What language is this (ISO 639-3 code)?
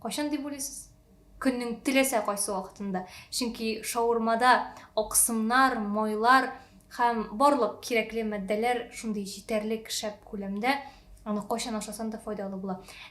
tat